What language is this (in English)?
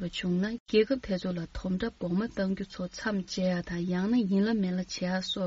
Tibetan